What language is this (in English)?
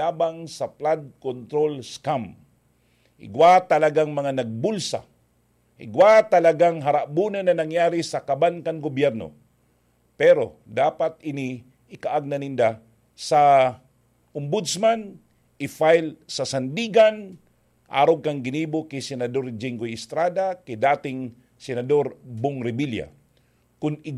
Bikol